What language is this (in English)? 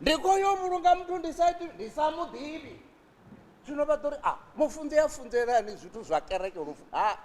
Venda